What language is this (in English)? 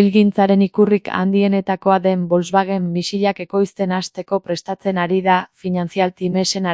Basque